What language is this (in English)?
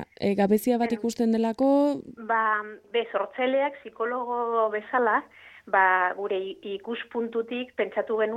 Basque